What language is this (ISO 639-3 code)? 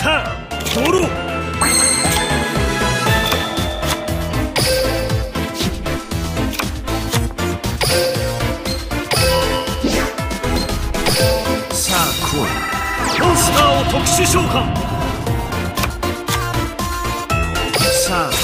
jpn